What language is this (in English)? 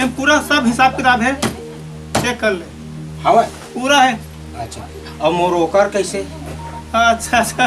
Chhattisgarhi